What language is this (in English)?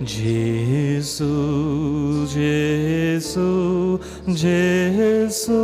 Konkani